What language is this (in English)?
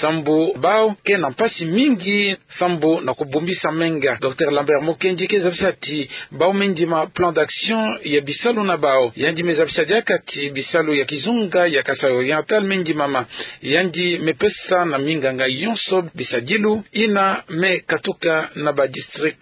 Kituba (Democratic Republic of Congo)